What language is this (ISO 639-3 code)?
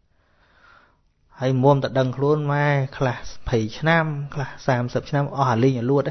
khm